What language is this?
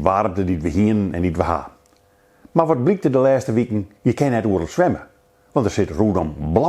Western Frisian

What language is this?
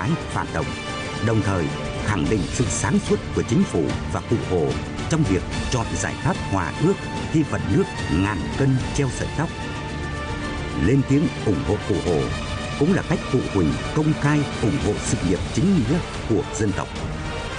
Vietnamese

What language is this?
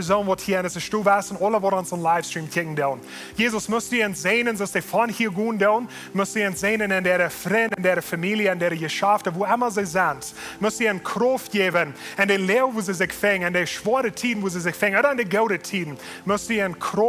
Plautdietsch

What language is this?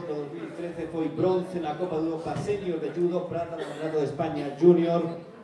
Galician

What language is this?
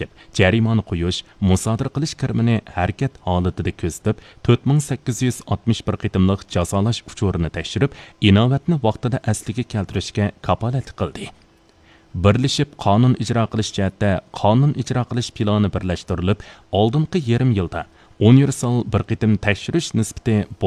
Uyghur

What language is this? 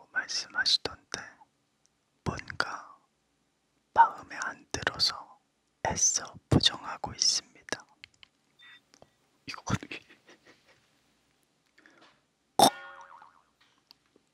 Korean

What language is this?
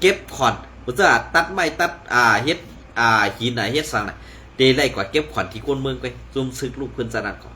Shan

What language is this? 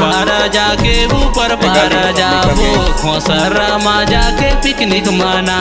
Chhattisgarhi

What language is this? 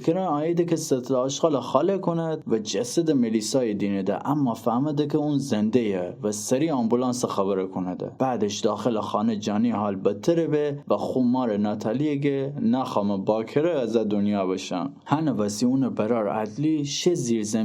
Gilaki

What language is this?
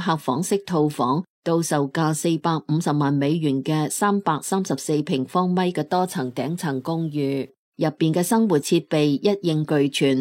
Cantonese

